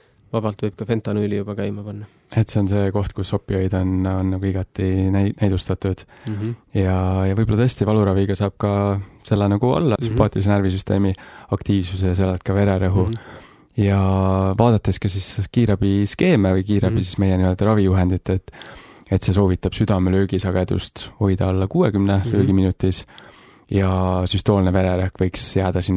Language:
Estonian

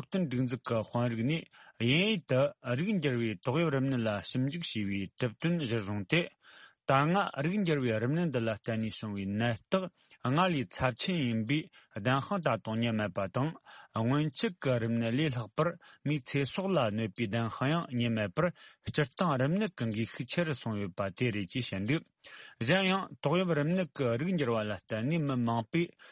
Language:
Tibetan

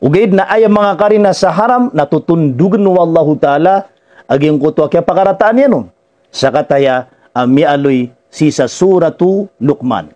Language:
Maranao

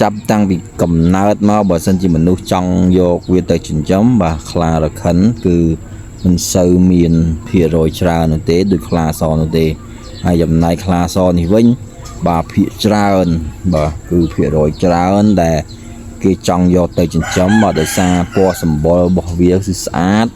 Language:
Khmer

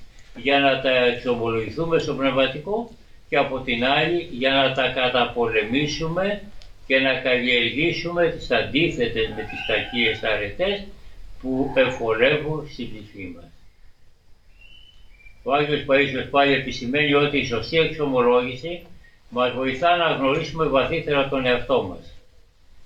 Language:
Greek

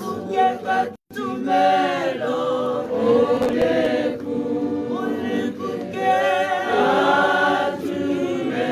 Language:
Tswana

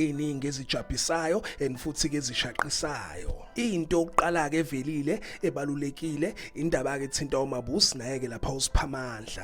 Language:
Zulu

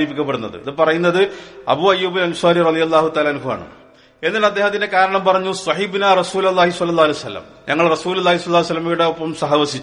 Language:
Malayalam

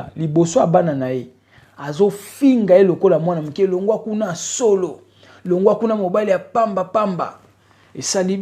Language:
Lingala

